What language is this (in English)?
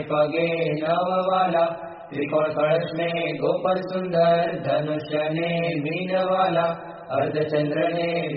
Gujarati